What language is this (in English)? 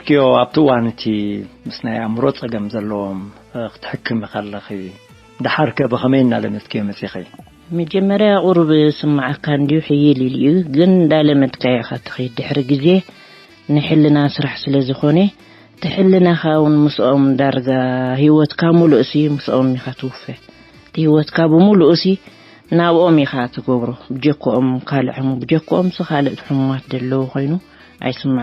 Tigrinya